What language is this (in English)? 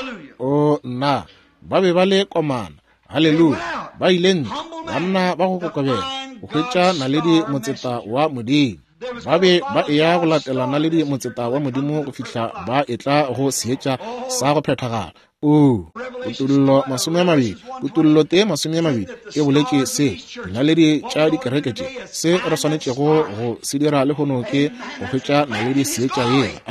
Northern Sotho